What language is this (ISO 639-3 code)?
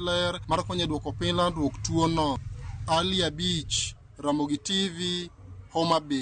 luo